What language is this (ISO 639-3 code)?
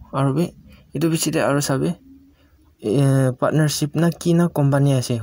nag